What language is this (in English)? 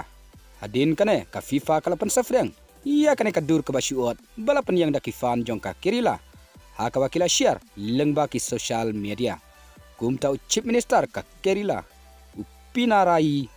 Khasi